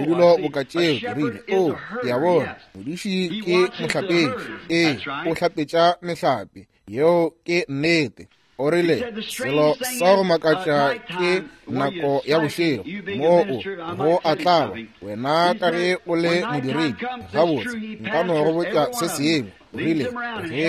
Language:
Northern Sotho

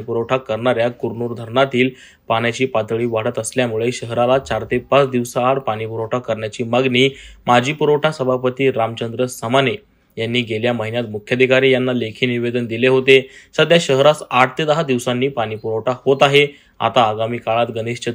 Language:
Marathi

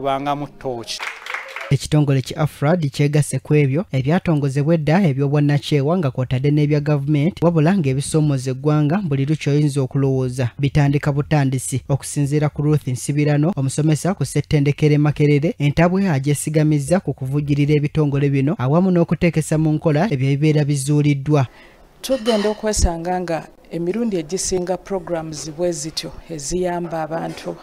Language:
Ganda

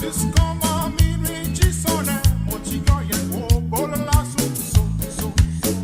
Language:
Morisyen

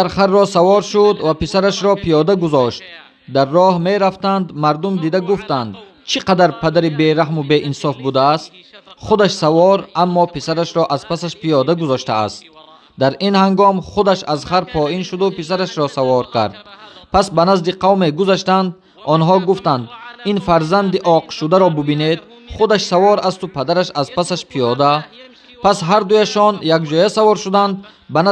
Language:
Tajik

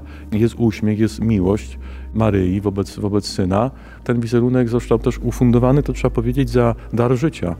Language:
Polish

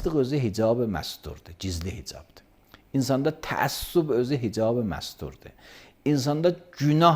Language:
Azerbaijani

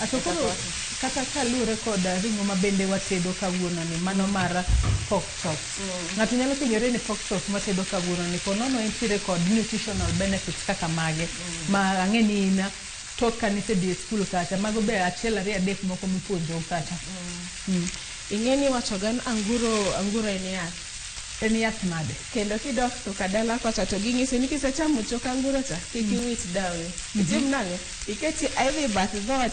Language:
Luo (Kenya and Tanzania)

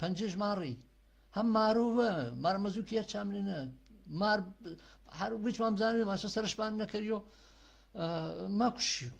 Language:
Gurani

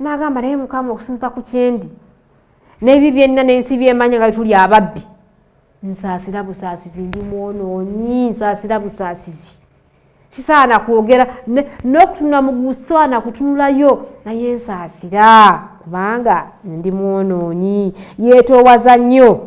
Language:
Ganda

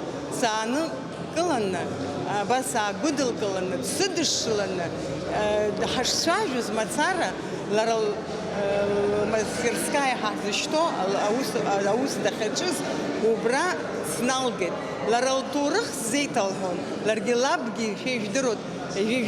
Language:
Abkhazian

